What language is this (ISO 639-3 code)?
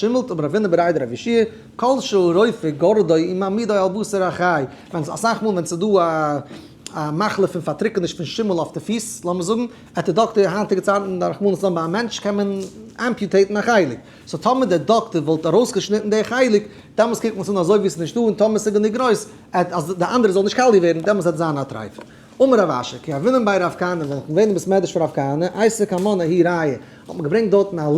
yid